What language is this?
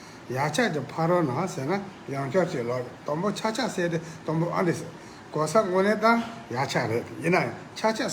Tibetan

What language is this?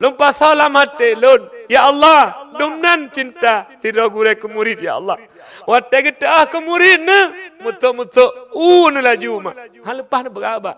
Achinese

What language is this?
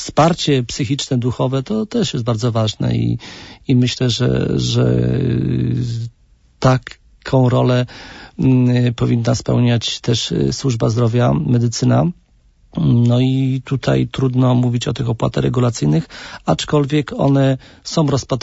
Polish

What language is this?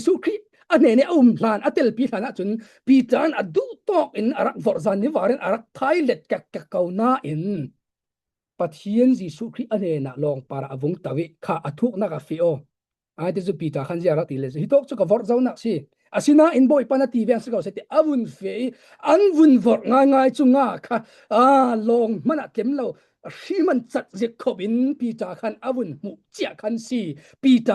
Falam Chin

